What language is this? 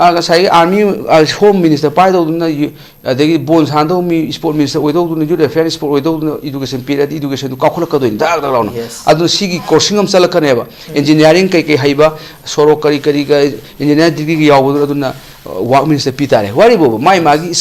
Manipuri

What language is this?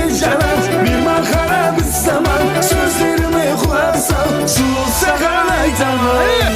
Kara-Kalpak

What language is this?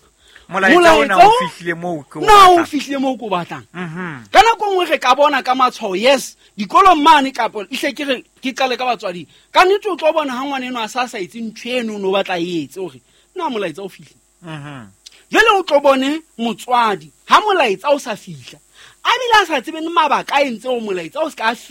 Southern Sotho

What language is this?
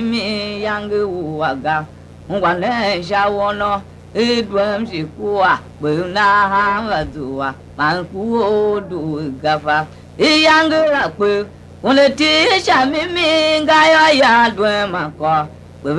Tiv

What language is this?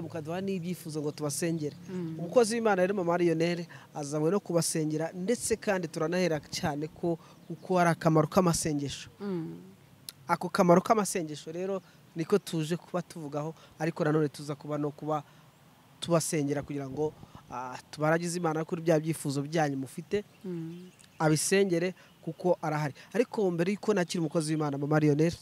Kinyarwanda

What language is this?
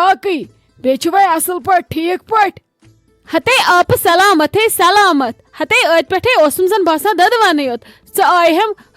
Kashmiri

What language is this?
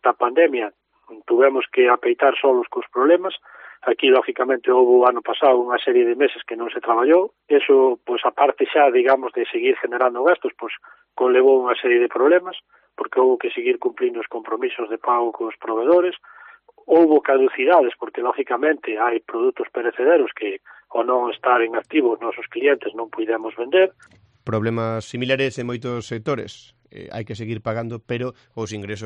Galician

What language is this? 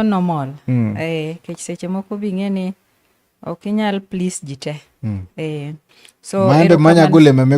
Luo (Kenya and Tanzania)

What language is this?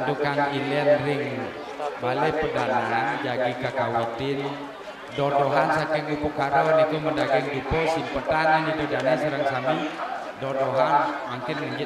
Balinese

